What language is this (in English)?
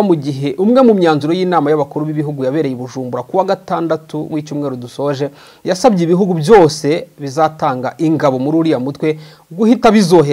Kinyarwanda